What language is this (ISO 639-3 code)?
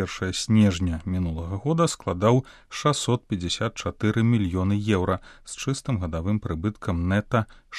bel